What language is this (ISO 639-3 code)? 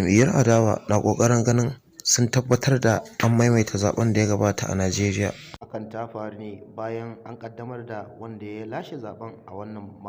hau